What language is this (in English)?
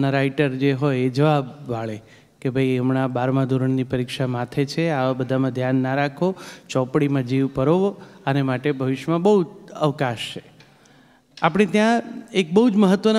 Gujarati